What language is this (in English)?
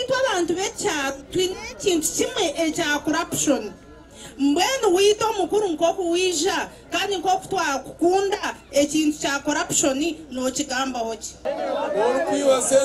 Nyankole